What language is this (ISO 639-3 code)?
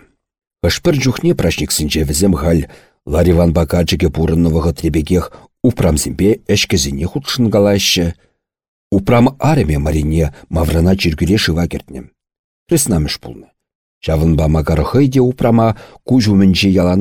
chv